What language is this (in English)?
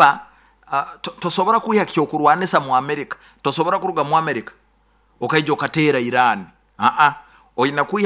Nyoro